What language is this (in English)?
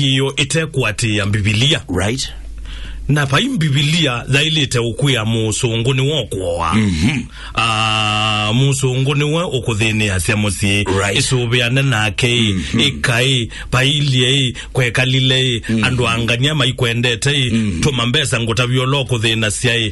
Kamba